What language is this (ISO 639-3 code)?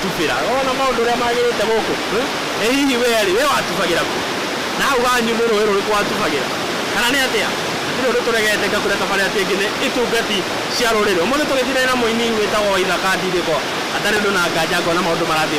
kik